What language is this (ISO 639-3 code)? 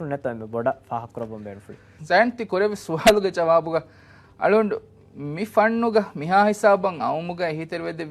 div